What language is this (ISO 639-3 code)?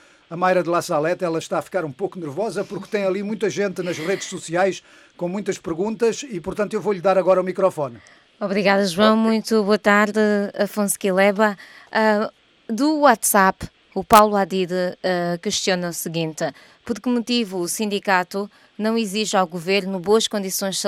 por